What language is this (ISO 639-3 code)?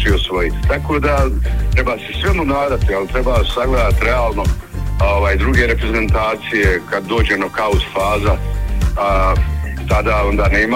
bos